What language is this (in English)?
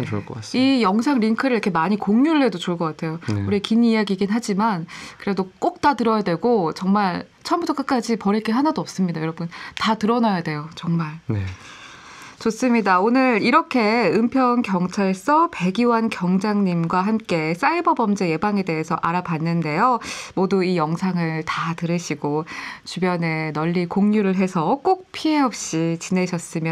Korean